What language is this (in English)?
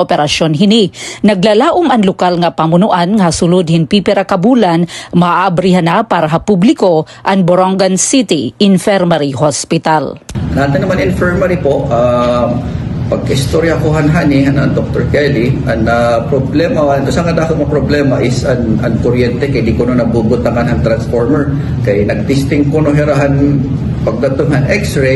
Waray